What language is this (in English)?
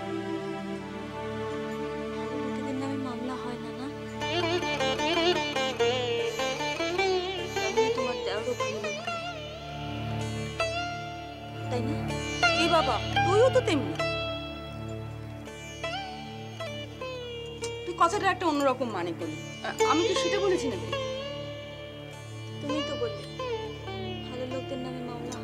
Bangla